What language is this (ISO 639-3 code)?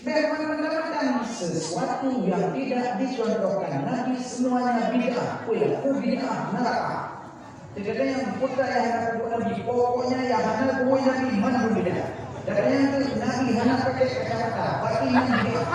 ace